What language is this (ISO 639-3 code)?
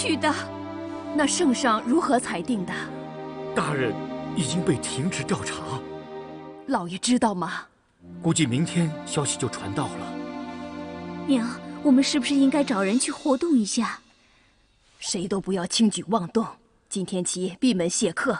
zho